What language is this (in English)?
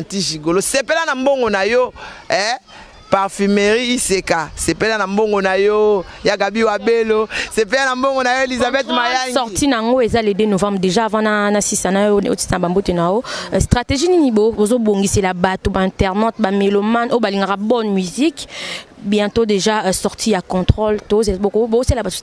Lingala